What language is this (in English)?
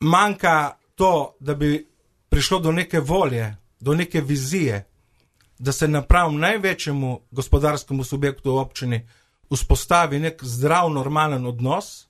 Slovenian